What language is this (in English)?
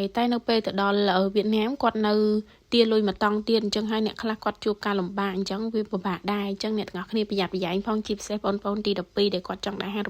Khmer